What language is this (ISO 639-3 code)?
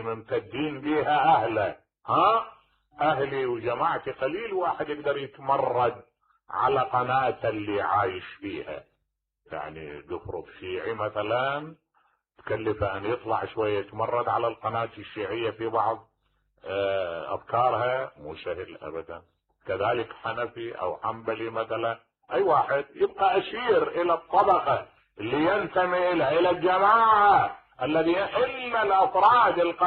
acm